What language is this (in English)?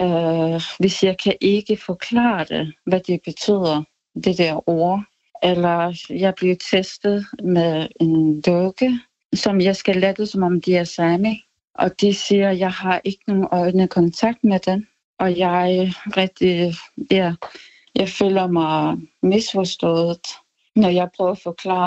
Danish